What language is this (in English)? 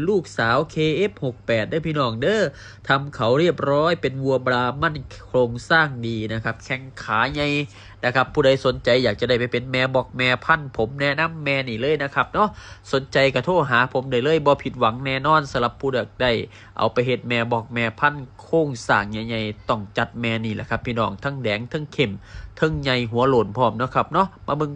Northeastern Thai